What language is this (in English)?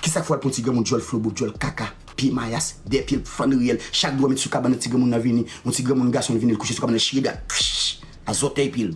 Haitian Creole